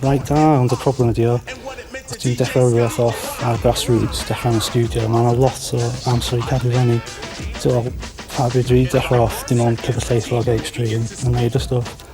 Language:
Welsh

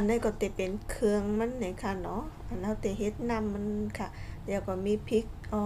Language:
Shan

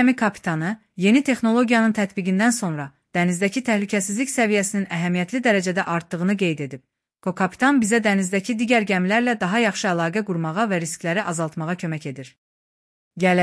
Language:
Azerbaijani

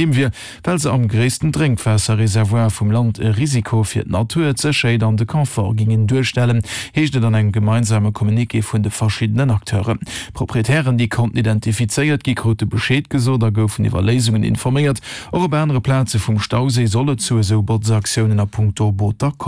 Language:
Luxembourgish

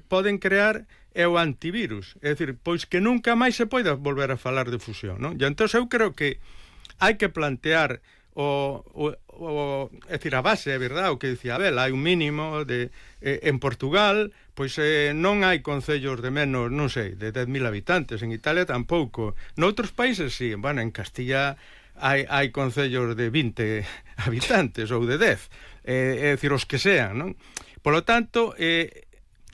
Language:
Galician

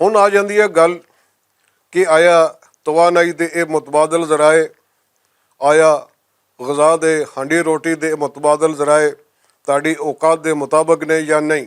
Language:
Western Panjabi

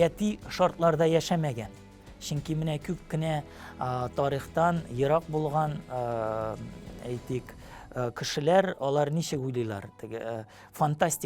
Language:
Tatar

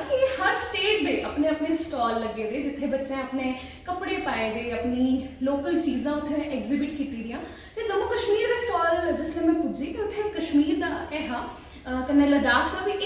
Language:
Dogri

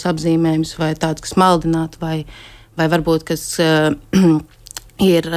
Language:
Latvian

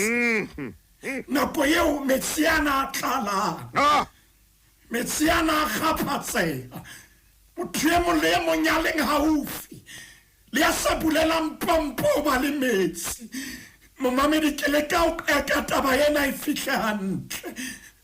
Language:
Southern Sotho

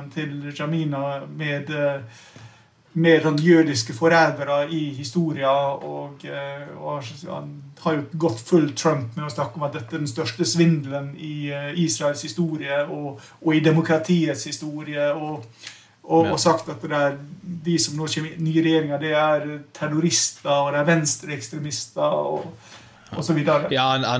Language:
Norwegian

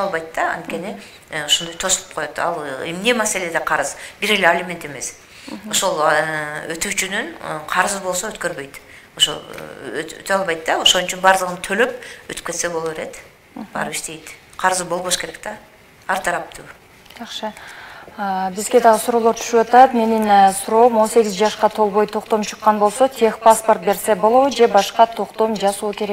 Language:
Kyrgyz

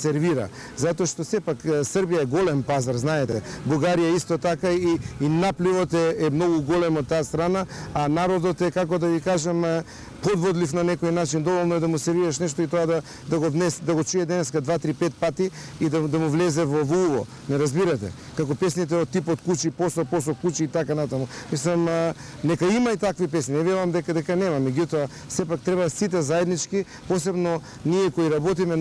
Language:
Macedonian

